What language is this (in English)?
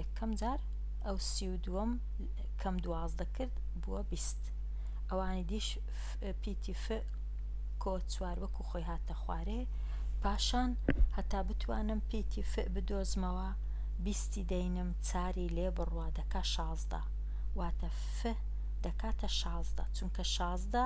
Central Kurdish